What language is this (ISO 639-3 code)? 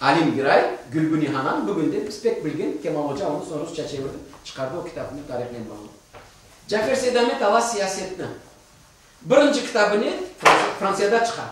crh